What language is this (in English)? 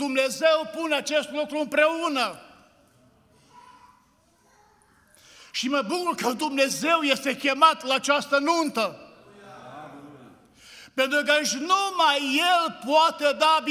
Romanian